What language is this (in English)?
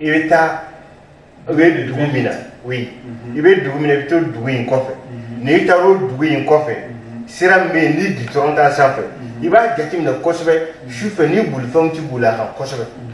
Bambara